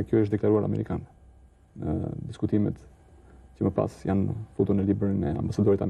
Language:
Albanian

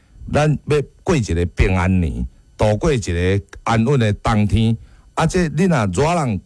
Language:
Min Nan Chinese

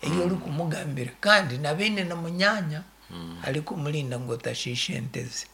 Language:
Nyankole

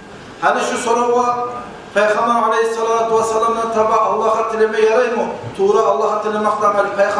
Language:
Kumyk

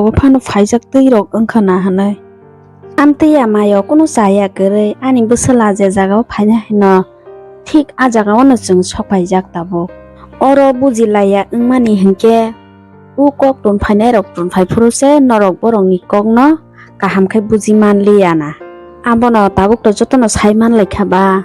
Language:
Kok Borok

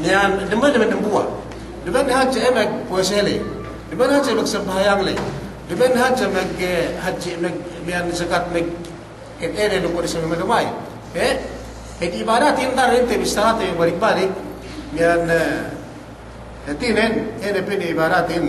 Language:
Yakan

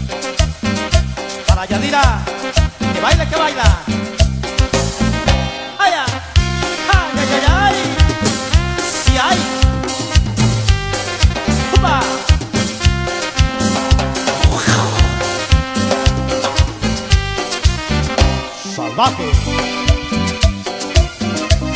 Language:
Spanish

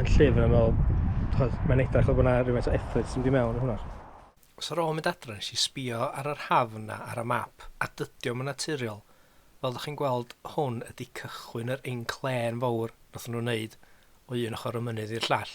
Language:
Welsh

